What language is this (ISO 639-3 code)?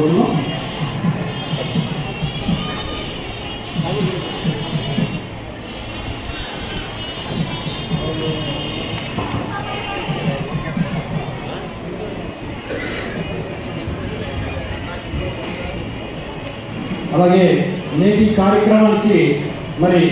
tel